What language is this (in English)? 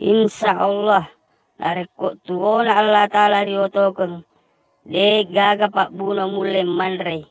Buginese